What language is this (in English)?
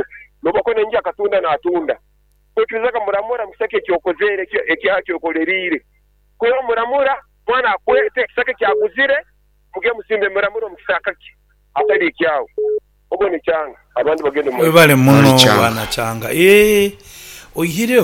Nyankole